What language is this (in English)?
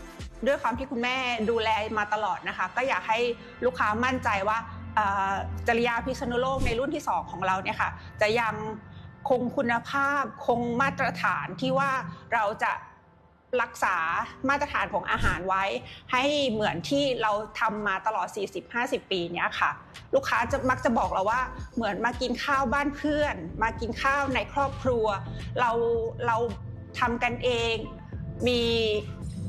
Thai